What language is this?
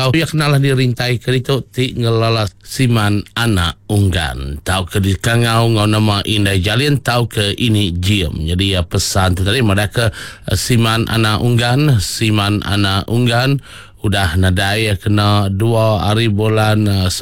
Iban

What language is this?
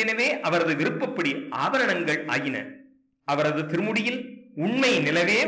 Tamil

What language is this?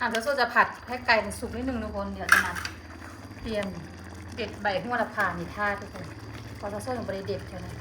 Northeastern Thai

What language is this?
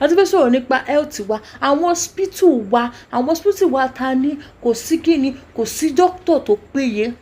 Yoruba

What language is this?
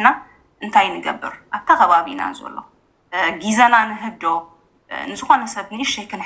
Tigrinya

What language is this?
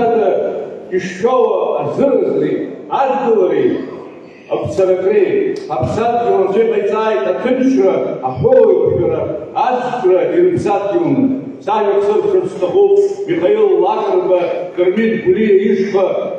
Abkhazian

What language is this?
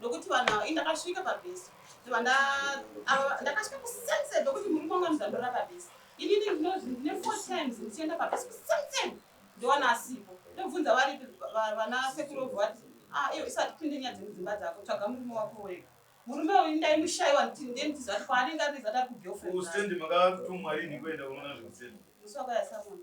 Shona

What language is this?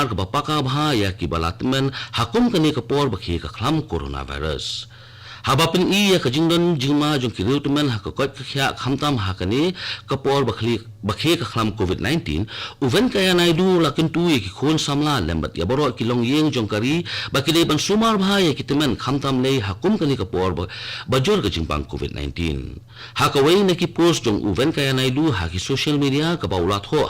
Khasi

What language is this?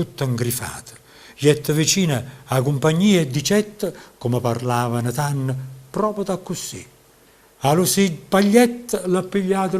Neapolitan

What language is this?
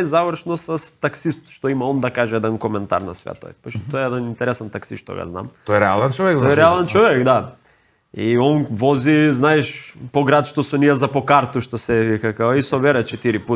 Macedonian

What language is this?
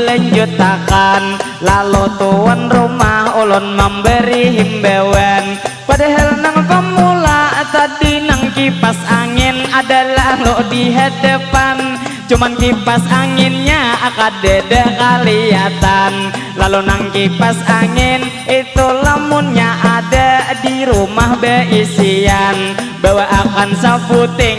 Banjar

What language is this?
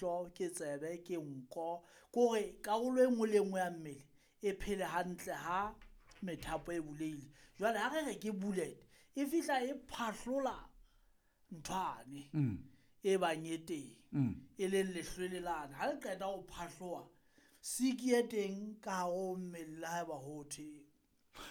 Southern Sotho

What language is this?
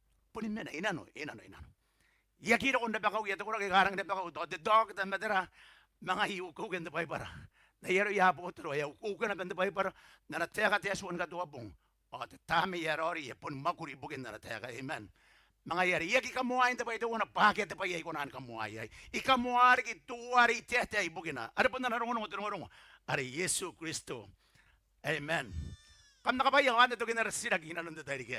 Gilbertese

